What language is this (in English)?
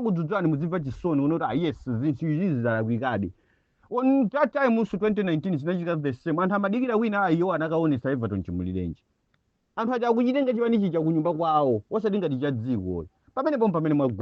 Nyanja